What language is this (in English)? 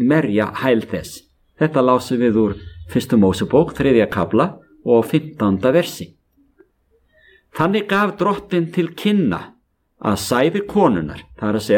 Icelandic